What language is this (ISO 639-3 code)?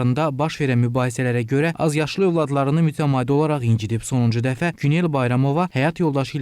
aze